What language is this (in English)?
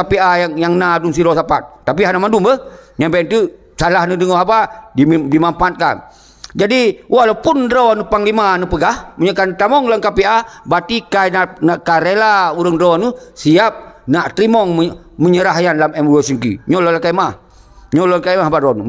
Achinese